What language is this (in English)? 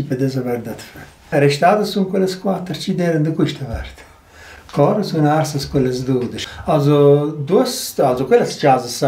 Romansh